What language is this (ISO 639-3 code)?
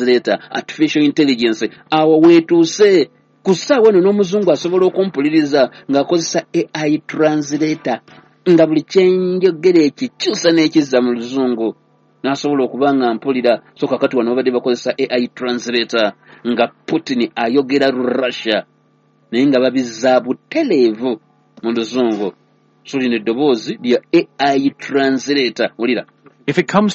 lug